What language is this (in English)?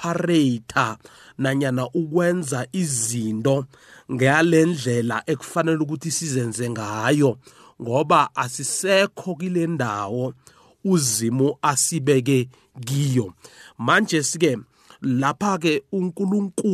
South Ndebele